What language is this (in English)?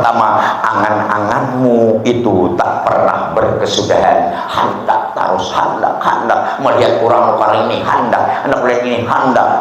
Banjar